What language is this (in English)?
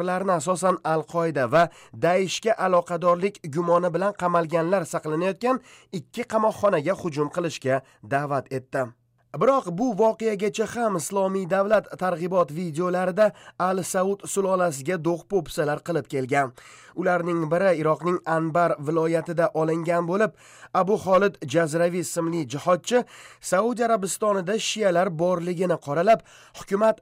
Uzbek